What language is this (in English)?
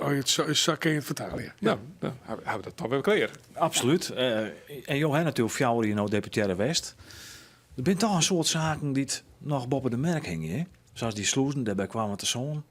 Western Frisian